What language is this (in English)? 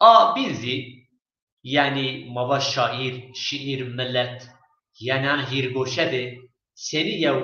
Zaza